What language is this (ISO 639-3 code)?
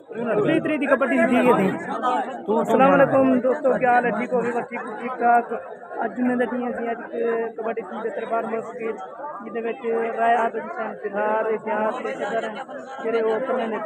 skr